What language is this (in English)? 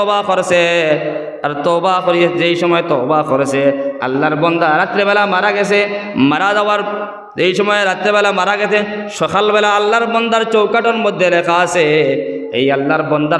Sylheti